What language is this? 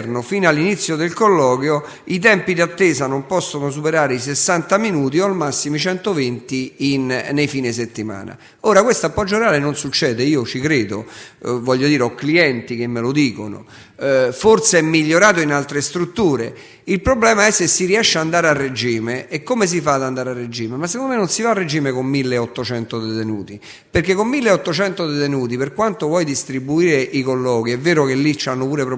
Italian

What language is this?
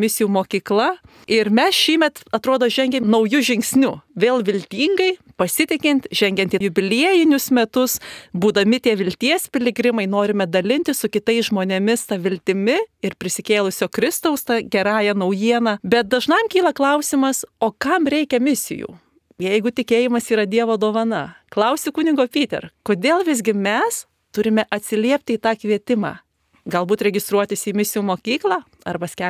Lithuanian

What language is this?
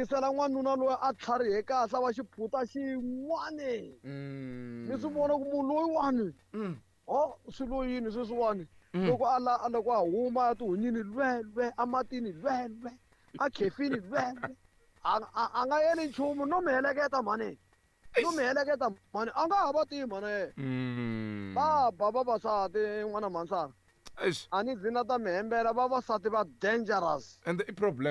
Tsonga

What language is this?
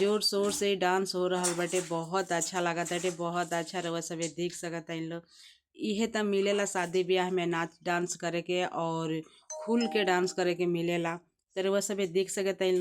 Bhojpuri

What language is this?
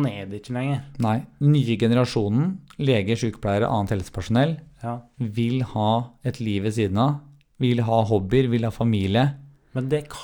Norwegian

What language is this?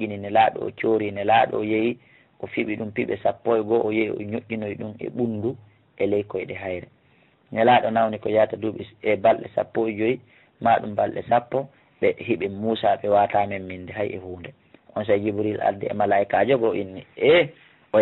Fula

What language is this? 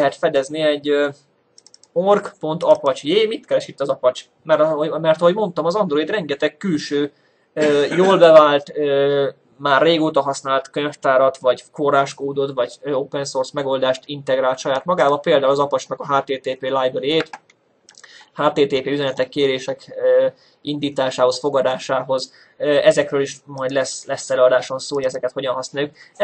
Hungarian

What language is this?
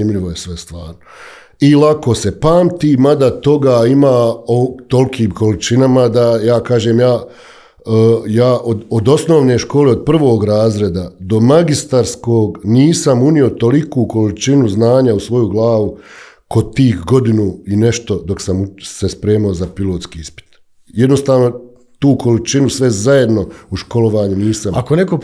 Bosnian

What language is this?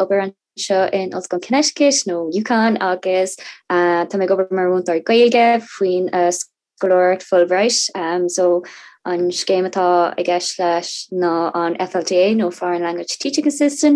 Irish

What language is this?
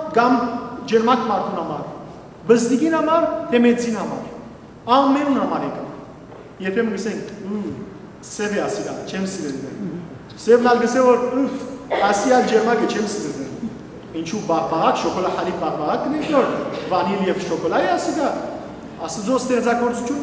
Western Armenian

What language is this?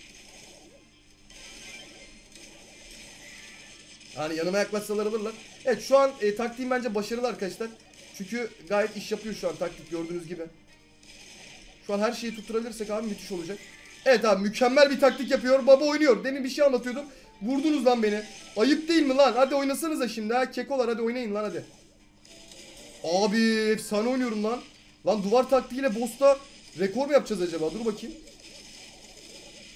Turkish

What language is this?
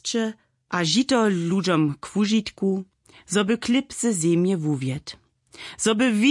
Upper Sorbian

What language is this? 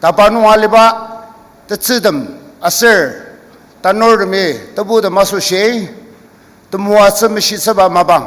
Ao Naga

